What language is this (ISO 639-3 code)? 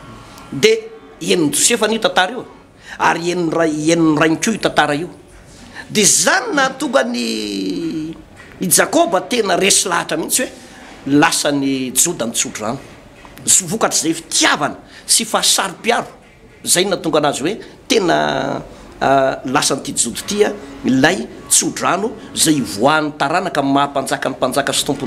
mlg